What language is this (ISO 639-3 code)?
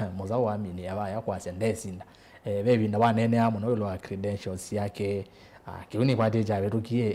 kam